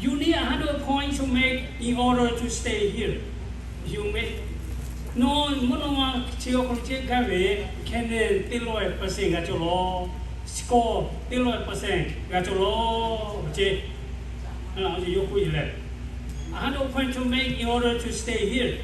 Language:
Lahu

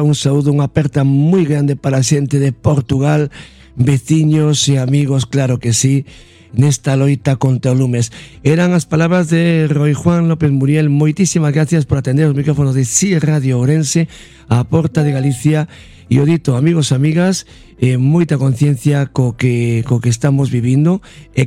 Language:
Galician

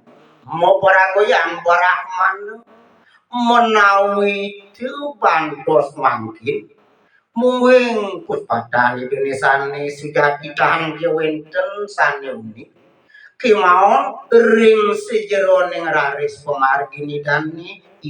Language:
Balinese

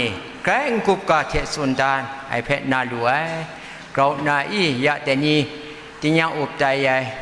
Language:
Kachin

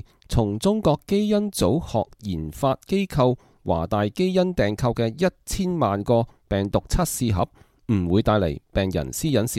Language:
Cantonese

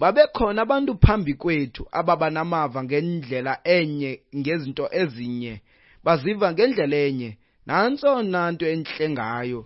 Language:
Xhosa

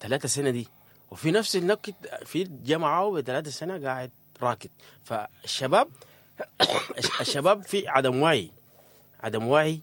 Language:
Sudanese Arabic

